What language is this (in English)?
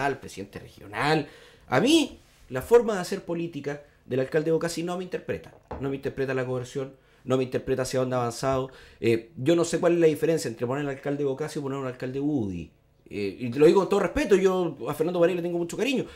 Spanish